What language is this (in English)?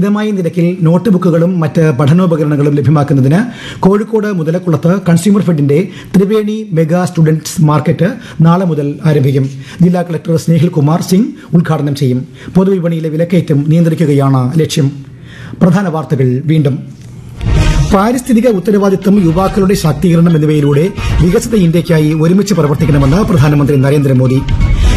Malayalam